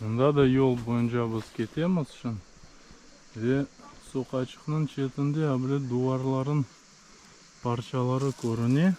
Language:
Crimean Tatar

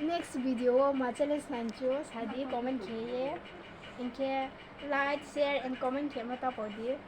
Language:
Riang (India)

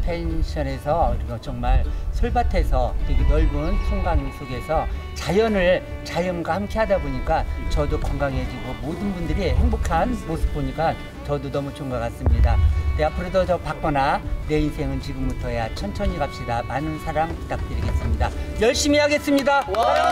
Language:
Korean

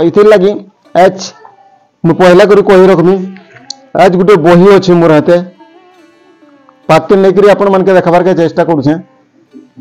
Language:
Odia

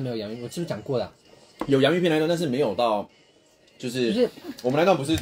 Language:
Chinese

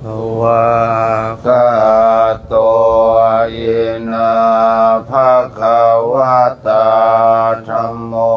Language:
Pali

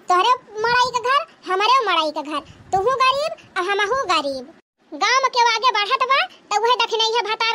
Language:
Awadhi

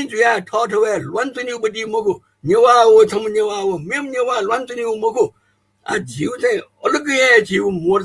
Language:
Newari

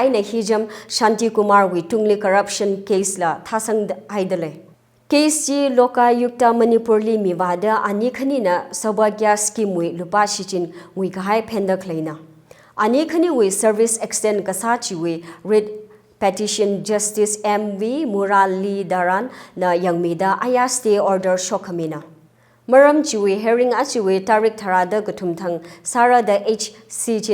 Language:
Tangkhul Naga (India)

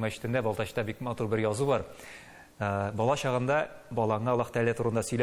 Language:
Tatar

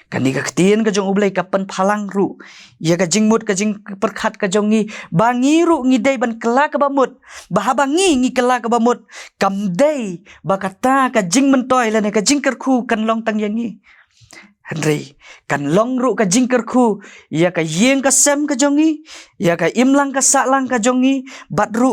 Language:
Khasi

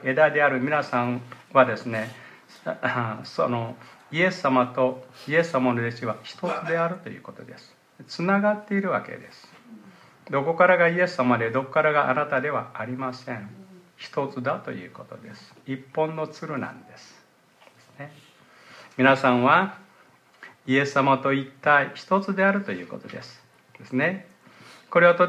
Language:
Japanese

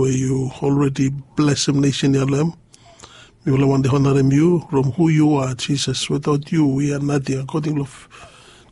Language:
Bislama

